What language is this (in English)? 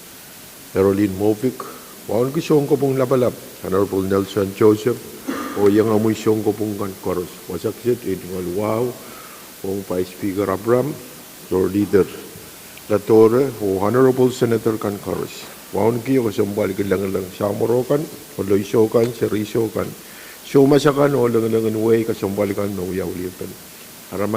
Pohnpeian